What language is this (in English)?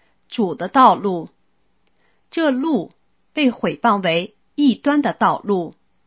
Chinese